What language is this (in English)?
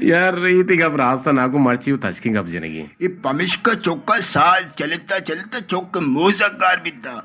Eastern Balochi